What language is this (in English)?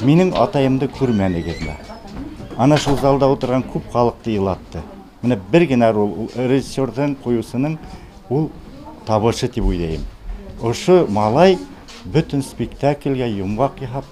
Bashkir